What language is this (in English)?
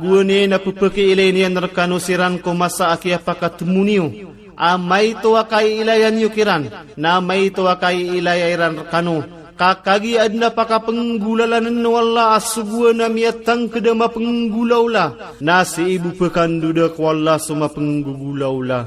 Maranao